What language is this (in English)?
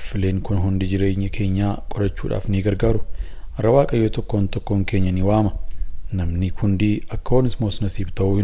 Oromo